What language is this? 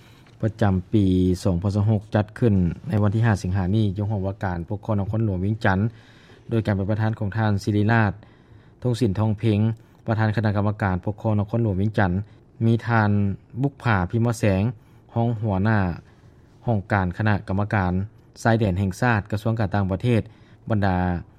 Lao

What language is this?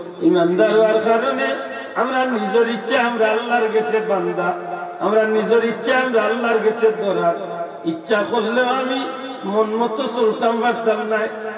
Sylheti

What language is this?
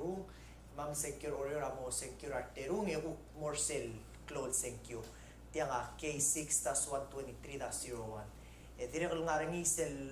Palauan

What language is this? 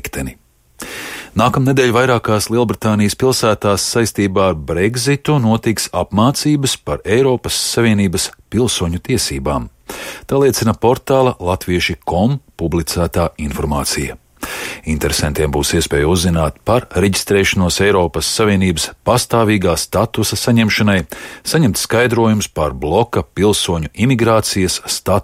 Latvian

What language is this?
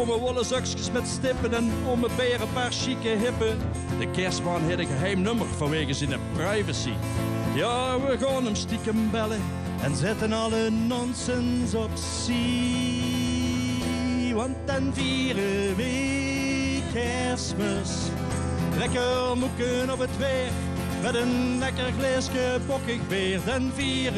Limburgish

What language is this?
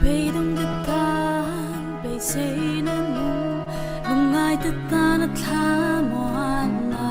Falam Chin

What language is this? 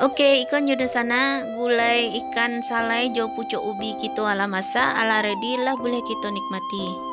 Minangkabau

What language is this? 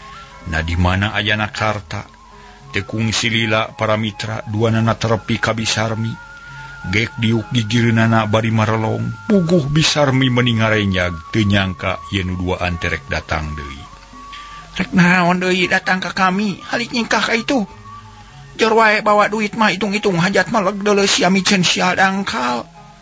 Sundanese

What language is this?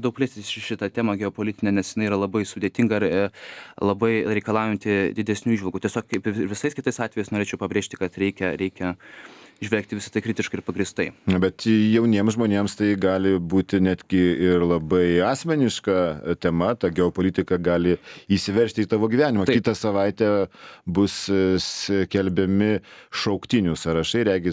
Lithuanian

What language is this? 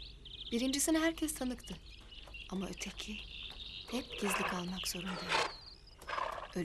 Turkish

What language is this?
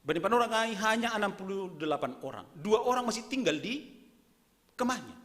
Batak Simalungun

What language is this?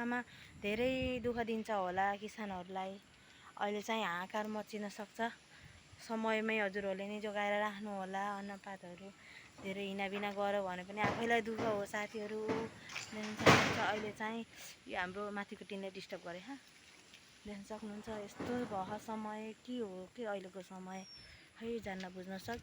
Nepali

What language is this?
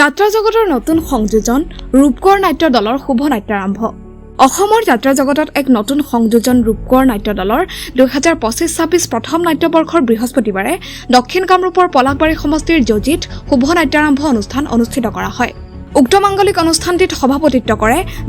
Assamese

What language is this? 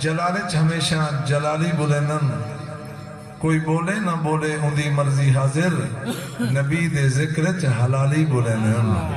Saraiki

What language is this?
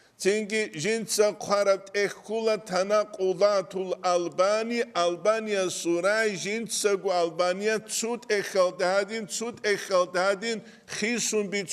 Avaric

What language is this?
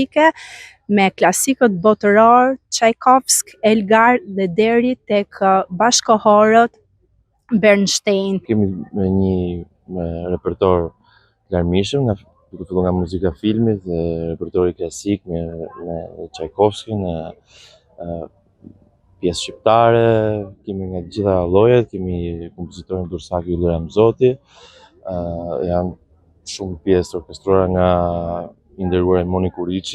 Albanian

